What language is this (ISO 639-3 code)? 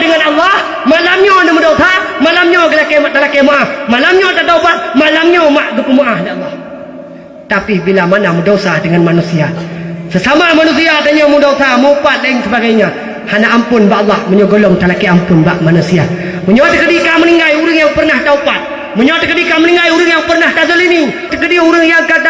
ace